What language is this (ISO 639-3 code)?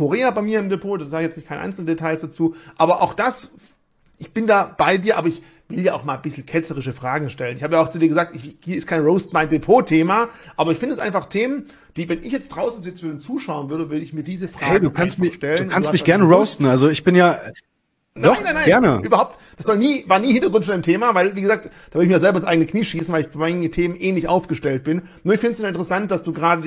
deu